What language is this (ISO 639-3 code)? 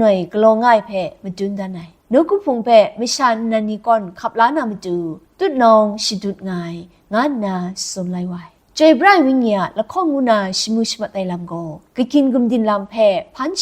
kac